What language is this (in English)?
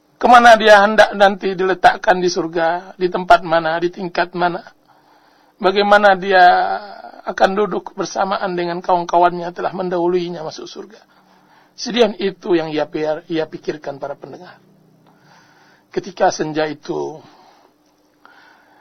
Indonesian